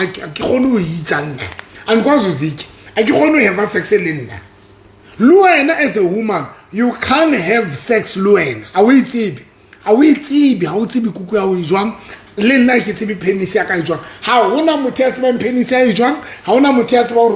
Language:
Southern Sotho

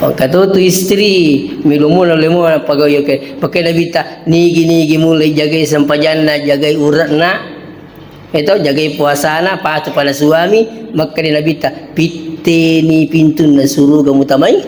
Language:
Buginese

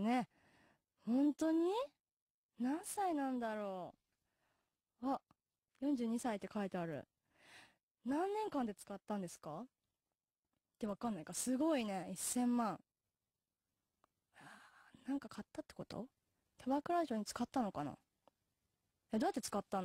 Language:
Japanese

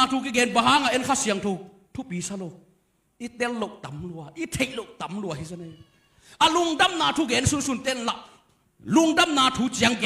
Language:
Tedim Chin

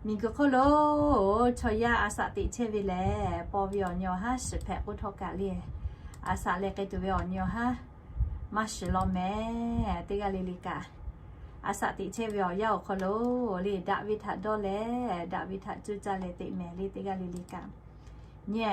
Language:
Lahu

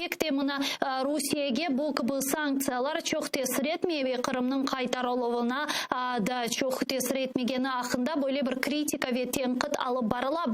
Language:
Crimean Tatar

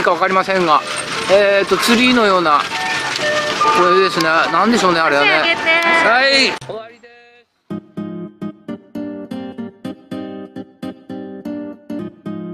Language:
Japanese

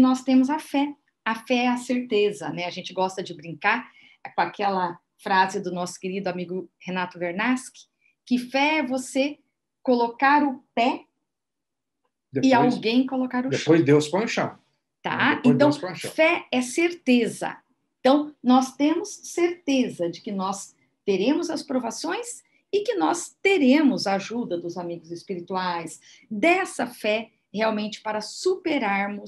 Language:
Portuguese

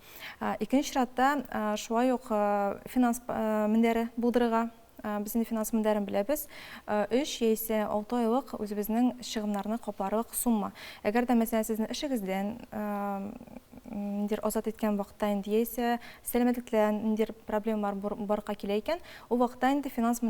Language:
Tatar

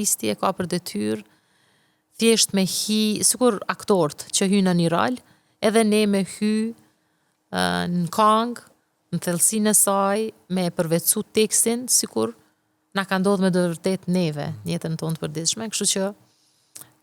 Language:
Albanian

